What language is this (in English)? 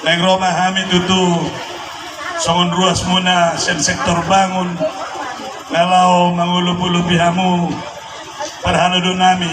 Batak Toba